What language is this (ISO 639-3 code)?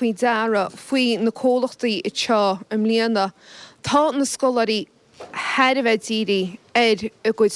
gle